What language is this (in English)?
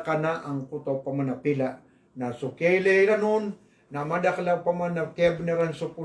Maranao